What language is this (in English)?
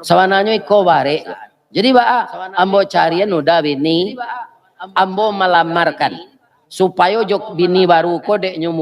Minangkabau